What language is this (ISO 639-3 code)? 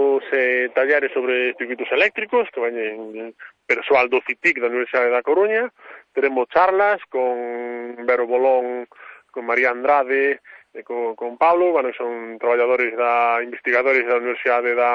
glg